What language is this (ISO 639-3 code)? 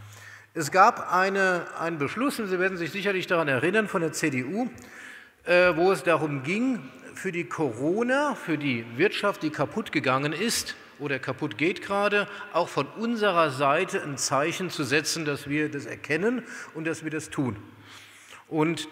deu